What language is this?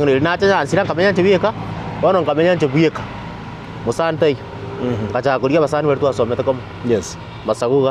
Gusii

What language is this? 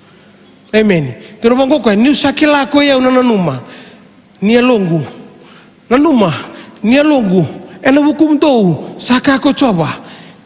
Fijian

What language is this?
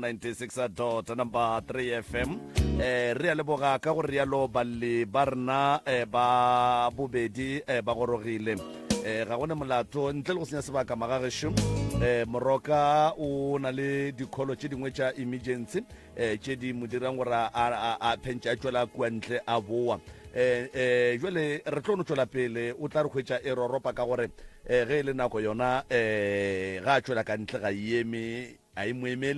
Northern Sotho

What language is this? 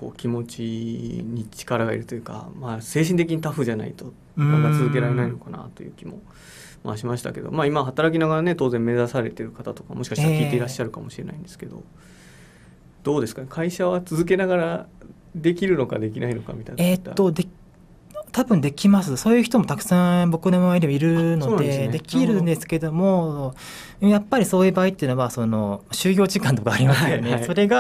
Japanese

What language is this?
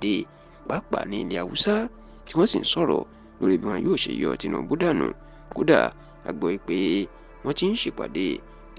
Yoruba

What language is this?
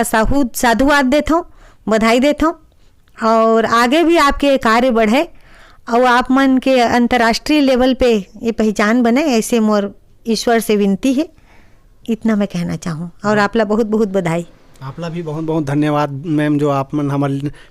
Chhattisgarhi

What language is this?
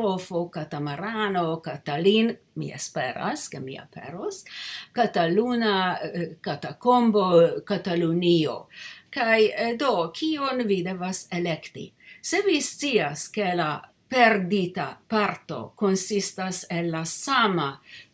Esperanto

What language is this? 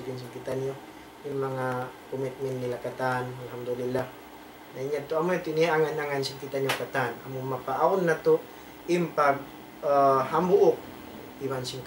Tausug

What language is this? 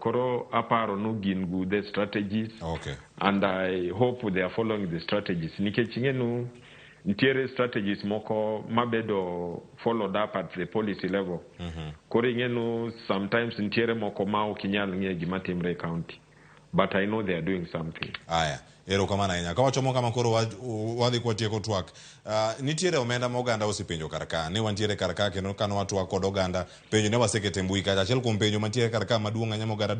Luo (Kenya and Tanzania)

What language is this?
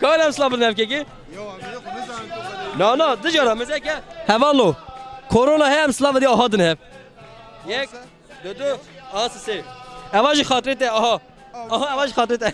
Kurdish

